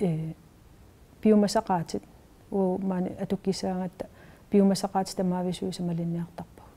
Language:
Kalaallisut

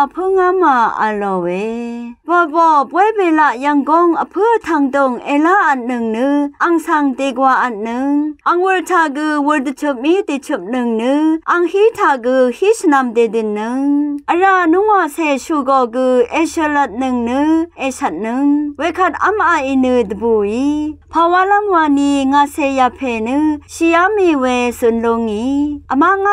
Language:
Rawang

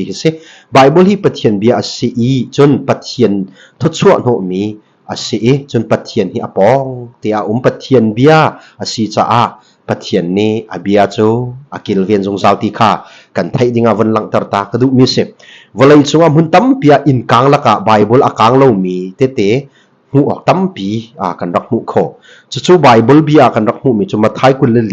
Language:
Hakha Chin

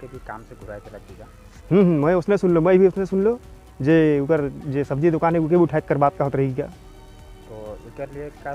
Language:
Sadri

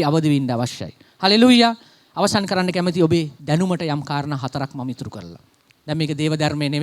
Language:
Sinhala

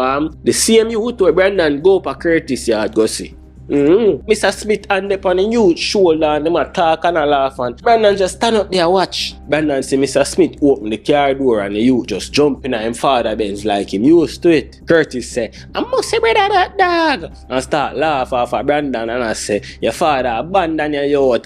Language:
Jamaican Creole English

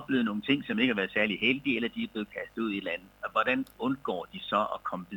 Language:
Danish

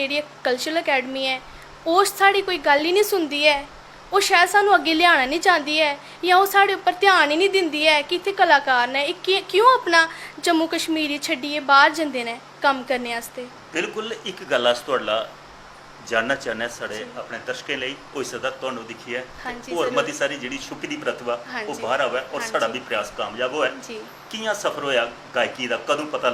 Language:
Dogri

